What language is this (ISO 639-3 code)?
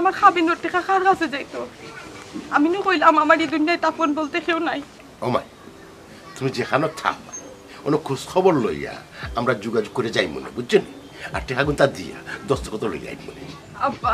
syl